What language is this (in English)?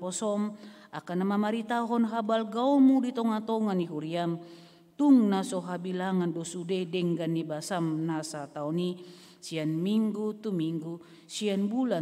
Batak Toba